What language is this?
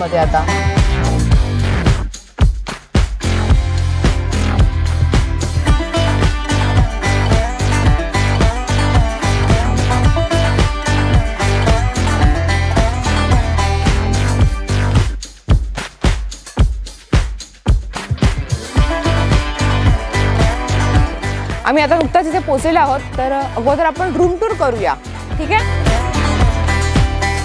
Marathi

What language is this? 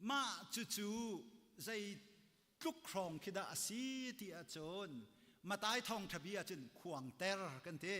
Hakha Chin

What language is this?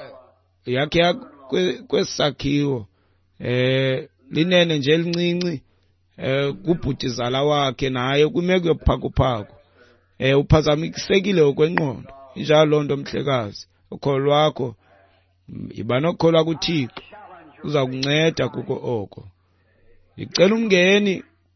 Xhosa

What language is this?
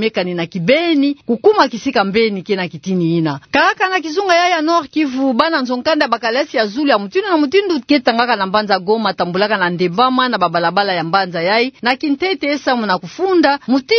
Kituba (Democratic Republic of Congo)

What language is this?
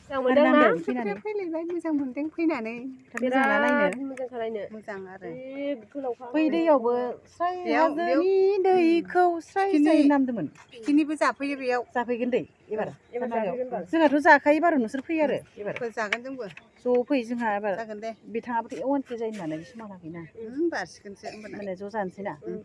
Bodo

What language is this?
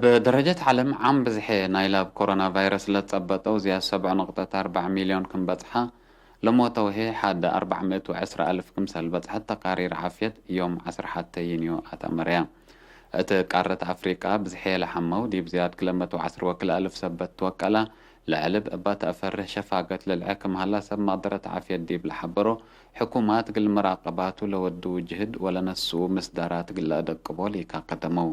Tigre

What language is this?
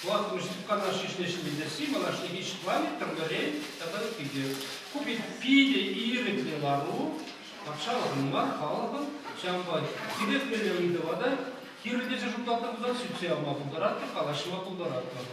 Chuvash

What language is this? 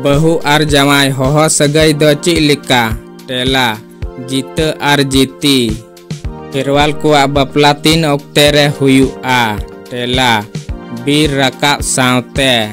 Santali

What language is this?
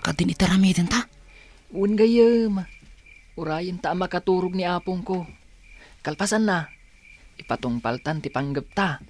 Iloko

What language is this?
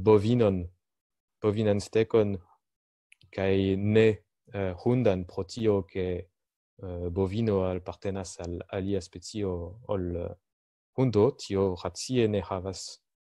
Esperanto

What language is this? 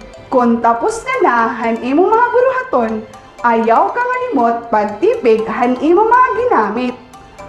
Waray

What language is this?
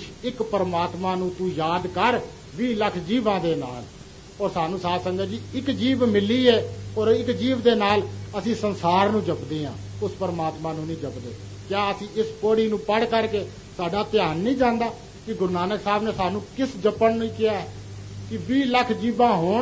Punjabi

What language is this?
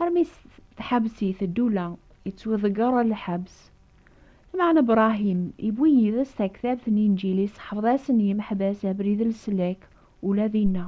Kabyle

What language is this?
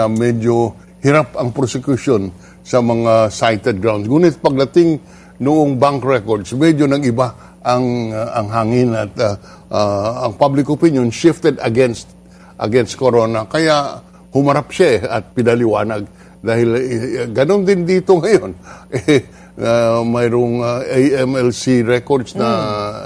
Filipino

